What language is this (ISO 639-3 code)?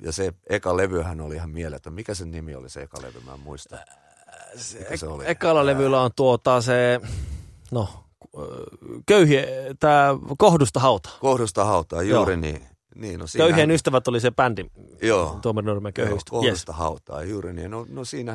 fin